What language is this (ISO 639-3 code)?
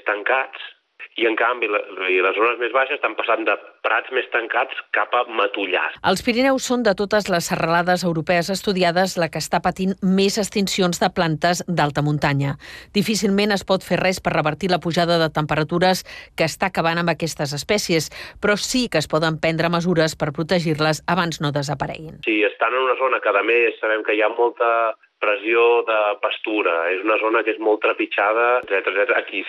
cat